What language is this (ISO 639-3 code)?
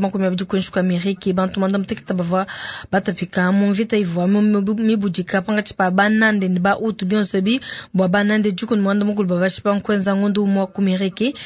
lua